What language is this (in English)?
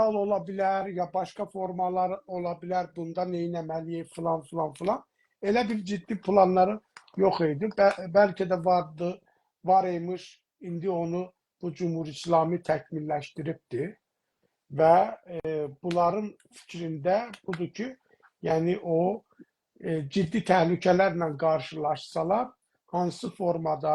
South Azerbaijani